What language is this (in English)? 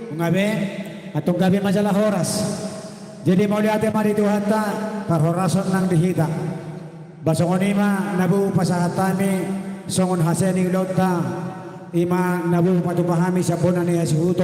Batak Toba